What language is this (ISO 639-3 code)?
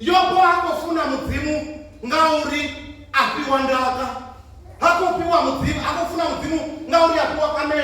ven